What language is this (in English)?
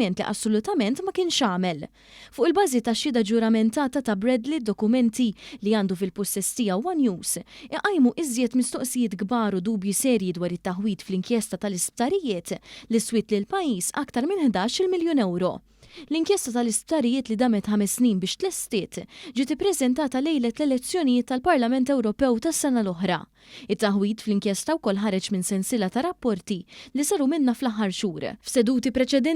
Maltese